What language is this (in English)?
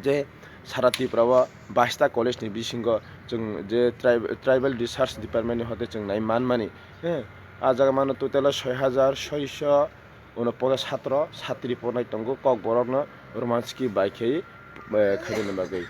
Kok Borok